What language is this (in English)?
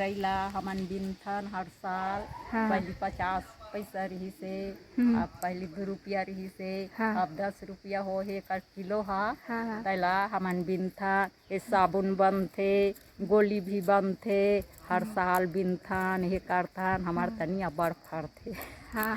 Chhattisgarhi